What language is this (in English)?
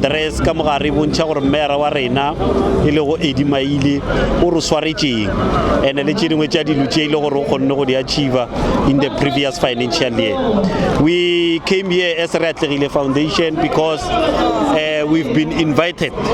Northern Sotho